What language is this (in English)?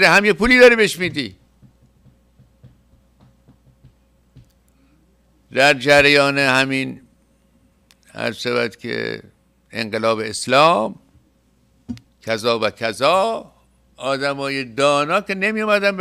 Persian